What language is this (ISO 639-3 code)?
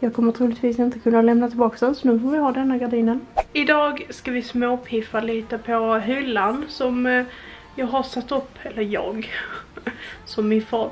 swe